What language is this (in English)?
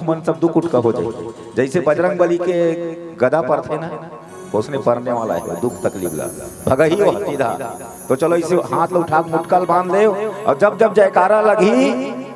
Chhattisgarhi